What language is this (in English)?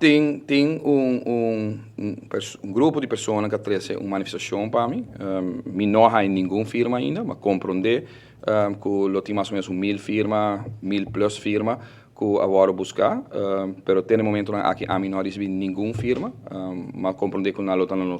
Papiamento